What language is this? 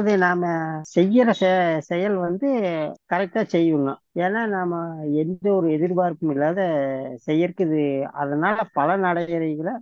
Tamil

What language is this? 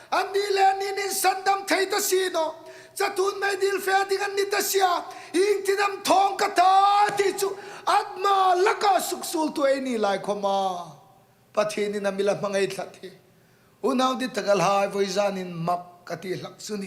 Hmar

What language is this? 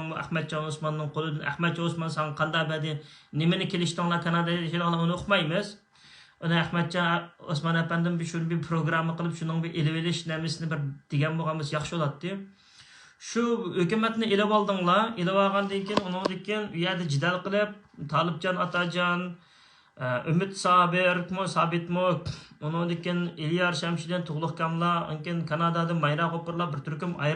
Uyghur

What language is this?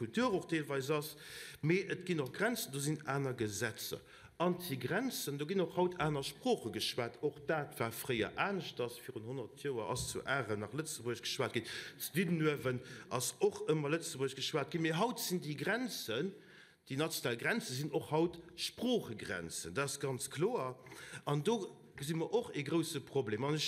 Luxembourgish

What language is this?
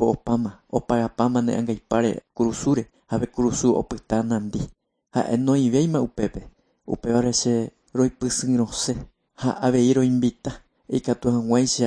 Guarani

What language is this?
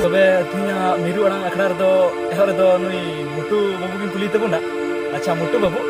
Santali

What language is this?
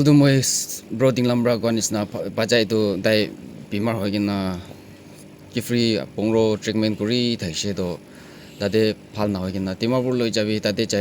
Naga Pidgin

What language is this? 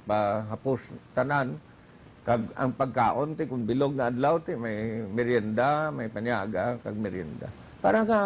Hiligaynon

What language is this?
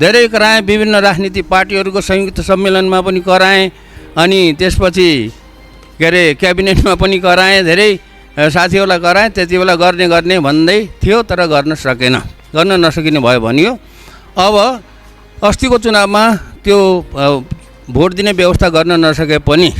Nepali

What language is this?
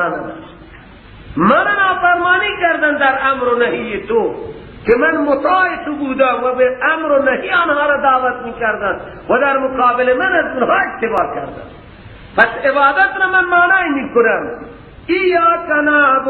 Persian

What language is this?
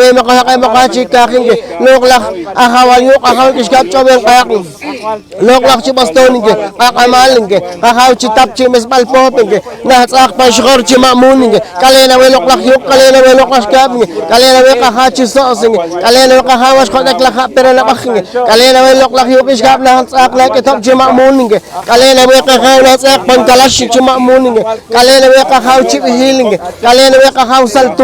Poqomchi'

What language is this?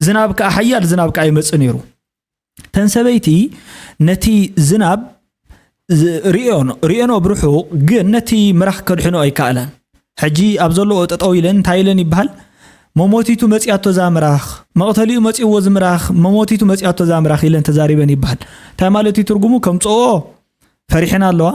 Tigrinya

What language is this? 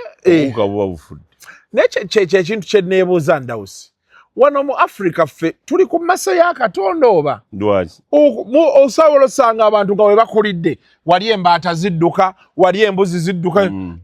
Ganda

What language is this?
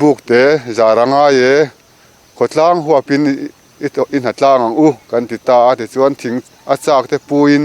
Mizo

